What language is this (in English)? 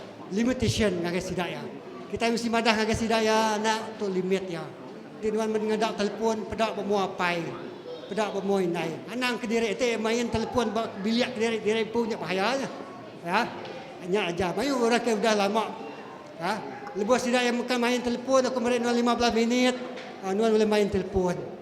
Iban